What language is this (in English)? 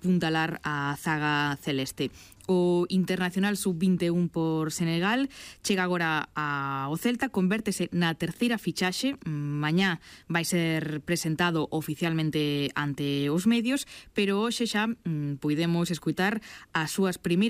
Galician